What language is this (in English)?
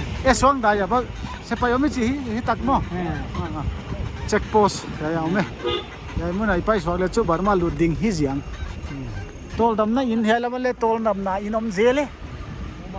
Paite Chin